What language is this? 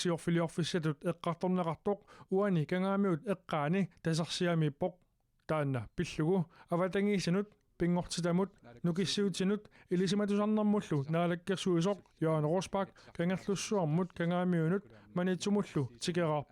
Kalaallisut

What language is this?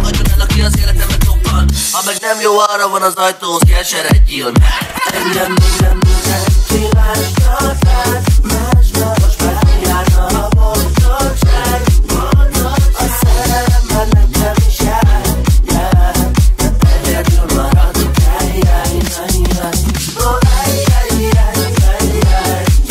Hungarian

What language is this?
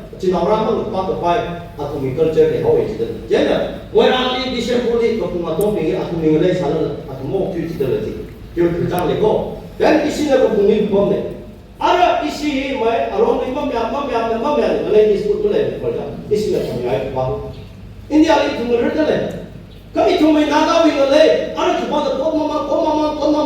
Tangkhul Naga (India)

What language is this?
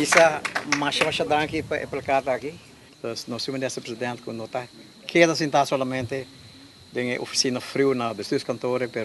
Papiamento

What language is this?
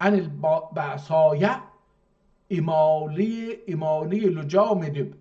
South Azerbaijani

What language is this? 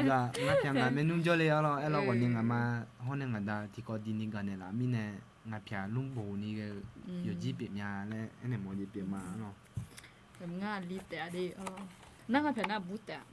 Akha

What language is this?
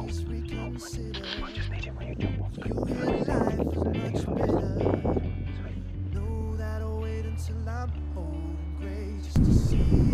English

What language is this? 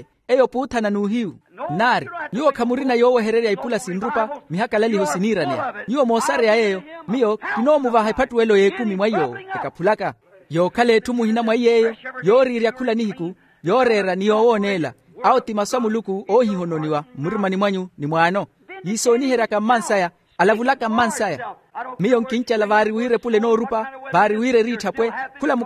Makhuwa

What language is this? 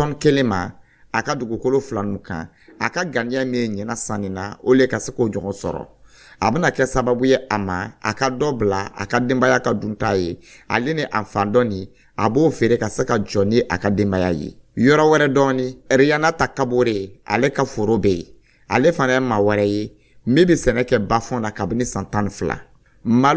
Dyula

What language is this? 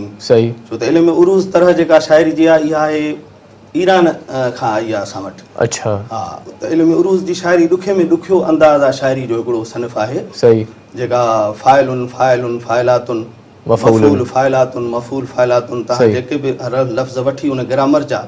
Sindhi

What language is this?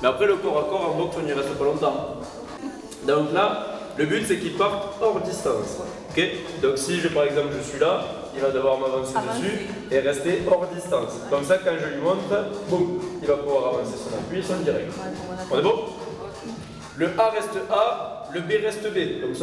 French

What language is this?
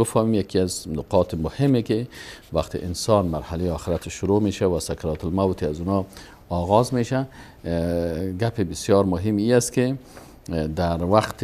Persian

